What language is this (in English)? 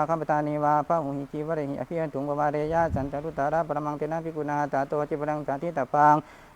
Pali